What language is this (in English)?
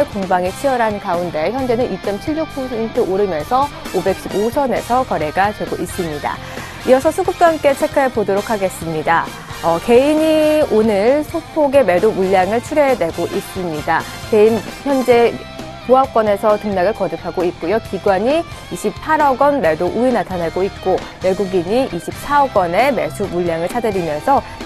Korean